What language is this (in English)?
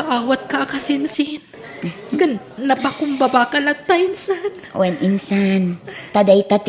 Iloko